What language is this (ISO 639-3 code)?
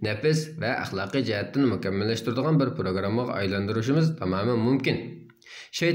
uig